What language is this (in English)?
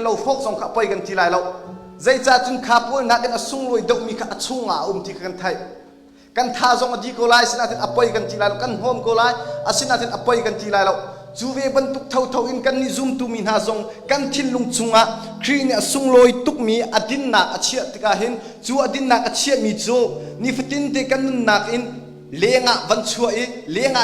Hakha Chin